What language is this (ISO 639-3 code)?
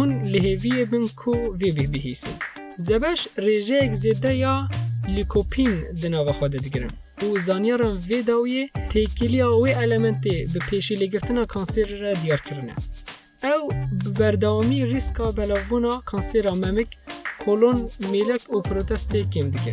kur